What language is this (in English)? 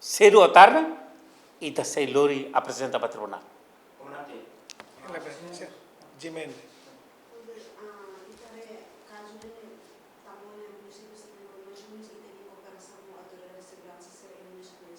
Tetum